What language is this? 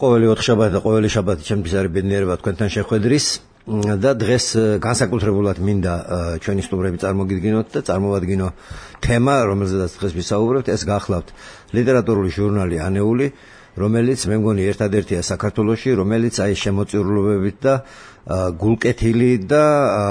Georgian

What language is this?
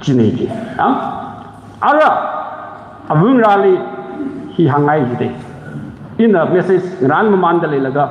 Tangkhul Naga (India)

